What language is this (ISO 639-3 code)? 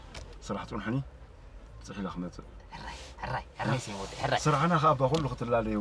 tir